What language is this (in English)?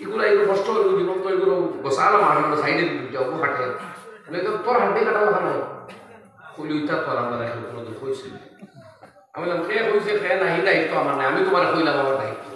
Sylheti